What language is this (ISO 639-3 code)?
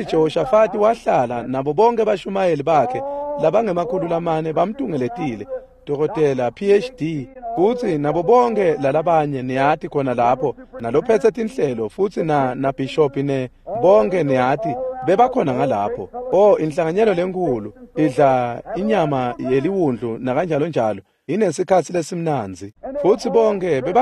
ssw